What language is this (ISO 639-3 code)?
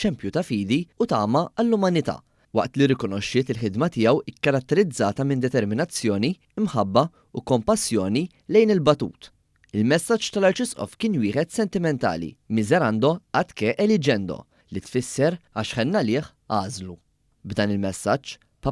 mlt